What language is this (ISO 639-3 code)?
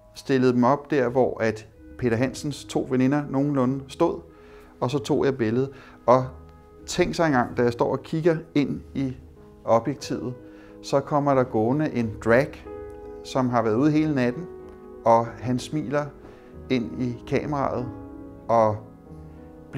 dan